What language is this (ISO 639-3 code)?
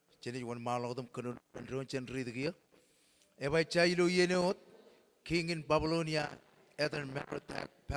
mah